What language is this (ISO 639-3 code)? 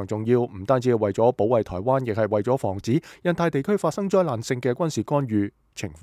yue